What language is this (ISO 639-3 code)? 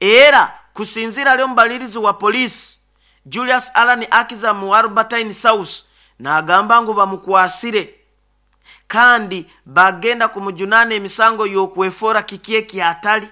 nyo